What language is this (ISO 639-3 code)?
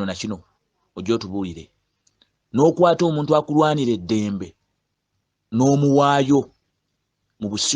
lug